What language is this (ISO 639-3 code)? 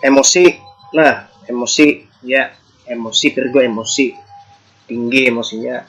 bjn